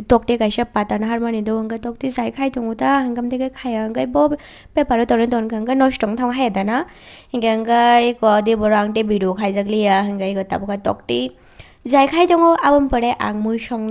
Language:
Kok Borok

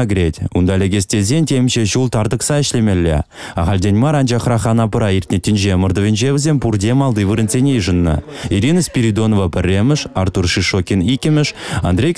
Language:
Chuvash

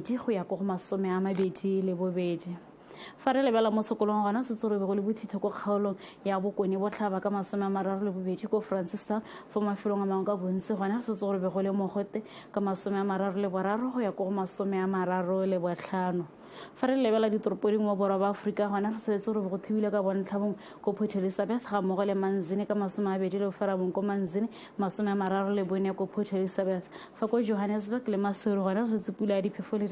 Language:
Tswana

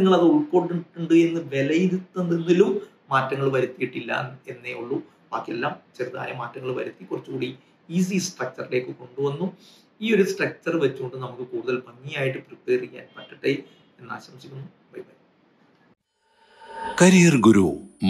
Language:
Malayalam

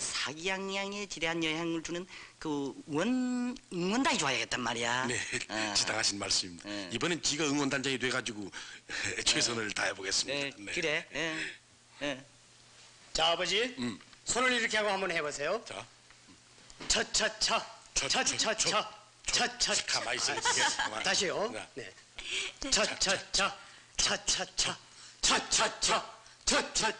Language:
Korean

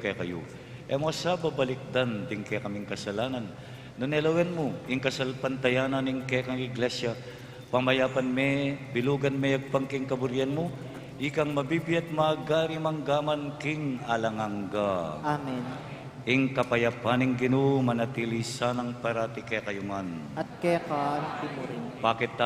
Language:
Pampanga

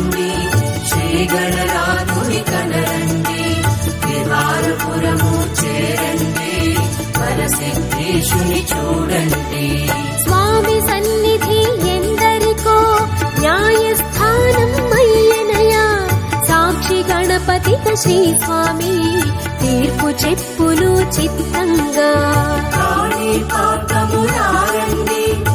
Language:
Telugu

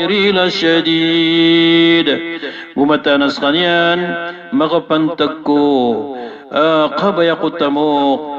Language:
Maranao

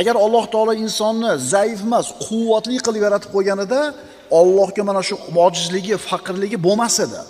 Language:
Uzbek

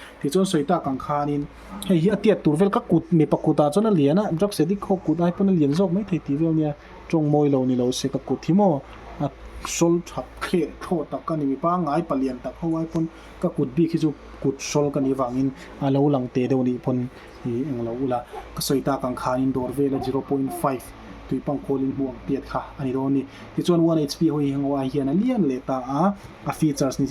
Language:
Mizo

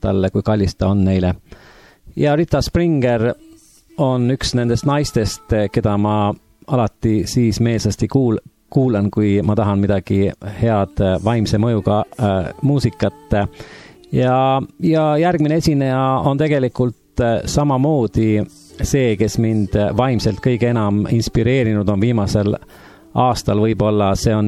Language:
Estonian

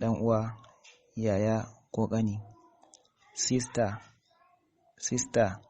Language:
Hausa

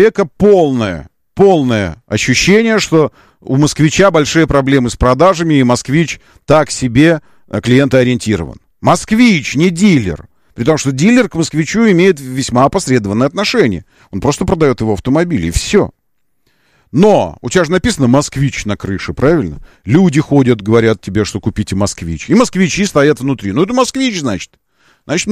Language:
Russian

